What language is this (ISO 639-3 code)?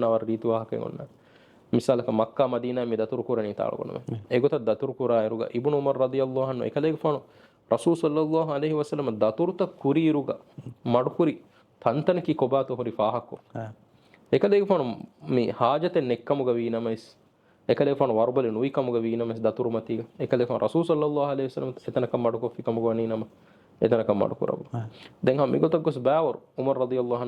div